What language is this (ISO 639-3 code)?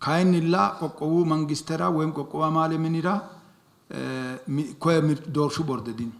sid